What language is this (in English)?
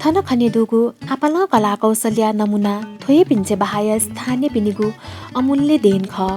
Newari